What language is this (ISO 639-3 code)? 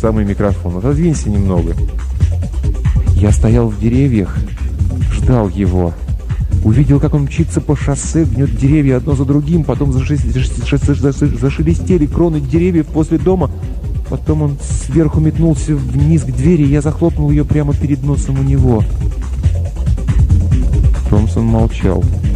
rus